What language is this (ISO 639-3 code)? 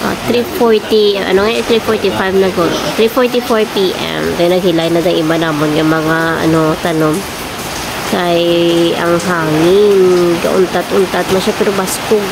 hil